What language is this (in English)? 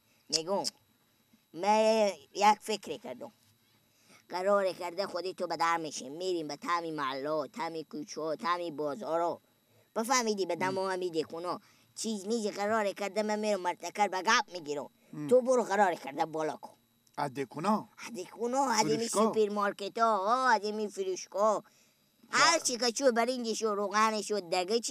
Persian